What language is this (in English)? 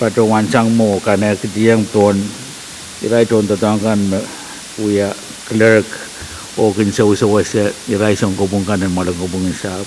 Pohnpeian